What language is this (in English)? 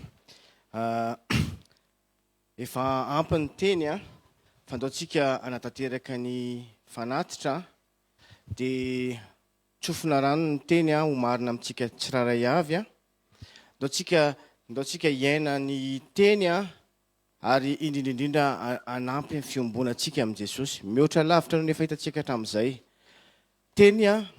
Malagasy